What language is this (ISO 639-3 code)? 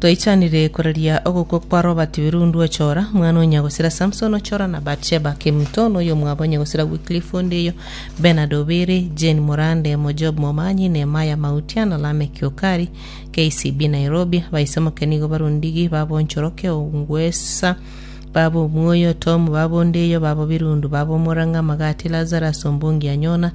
guz